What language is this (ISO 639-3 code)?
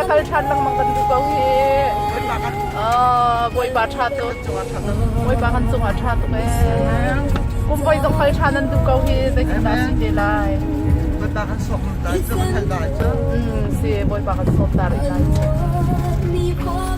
cnh